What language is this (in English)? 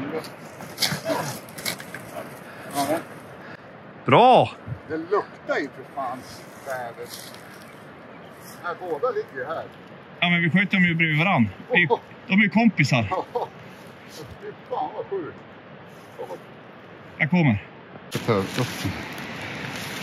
Swedish